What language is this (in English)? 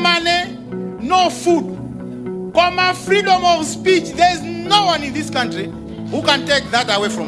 Nyanja